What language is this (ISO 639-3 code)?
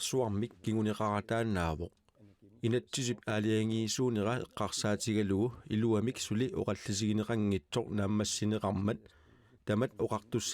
kal